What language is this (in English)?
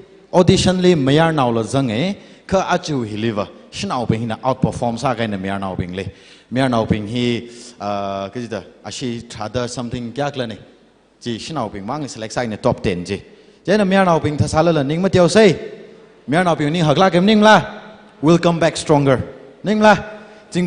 Tangkhul Naga (India)